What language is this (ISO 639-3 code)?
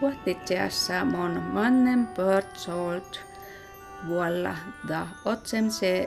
sms